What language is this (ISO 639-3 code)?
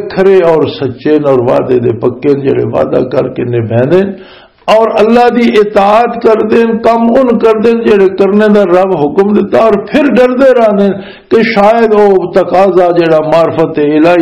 lah